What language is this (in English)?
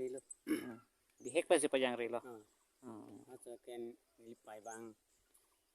Karbi